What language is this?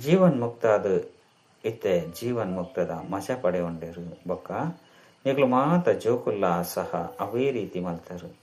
Tulu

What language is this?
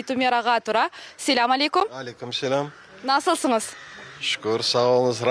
Crimean Tatar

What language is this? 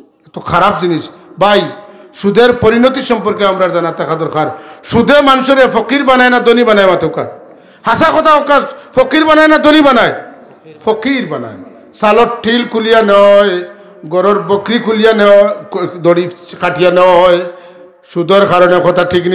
Sylheti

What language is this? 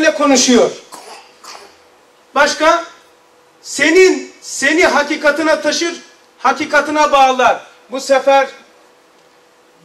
Turkish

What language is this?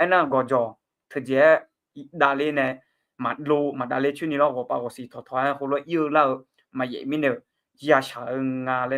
Akha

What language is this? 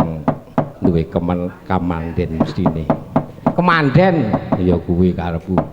Javanese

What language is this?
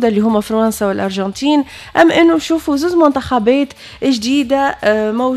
Tunisian Arabic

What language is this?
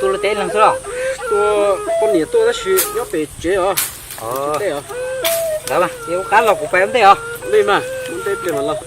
Hmong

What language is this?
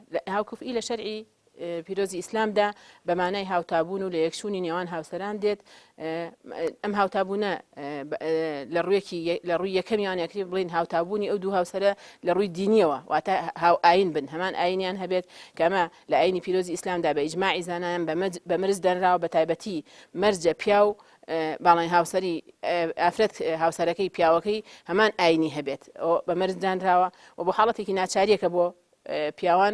Central Kurdish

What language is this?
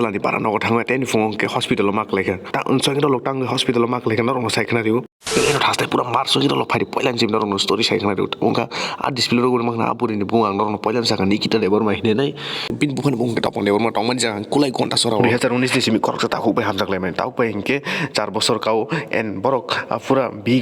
Kok Borok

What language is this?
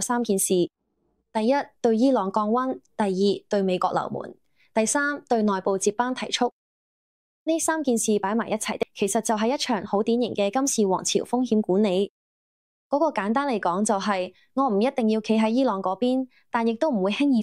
Cantonese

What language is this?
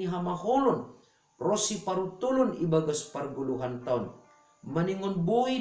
Batak Simalungun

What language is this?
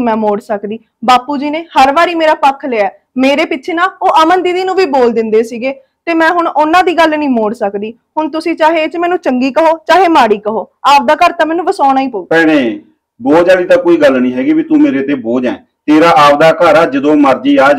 Punjabi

